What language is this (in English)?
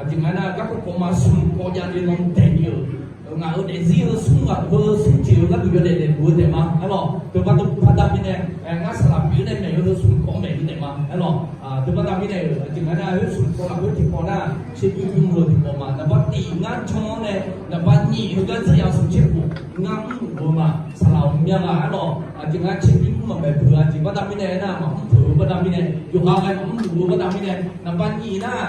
Akha